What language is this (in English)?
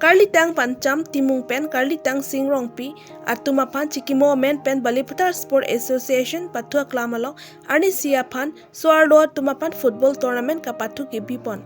Karbi